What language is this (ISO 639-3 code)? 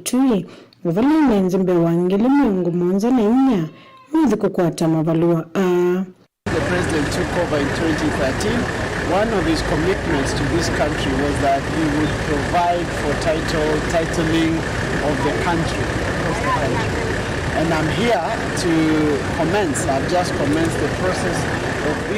kam